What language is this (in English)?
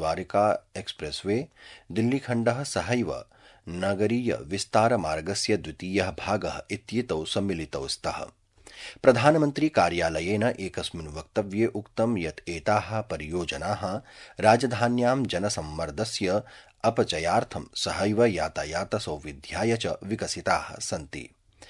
Sanskrit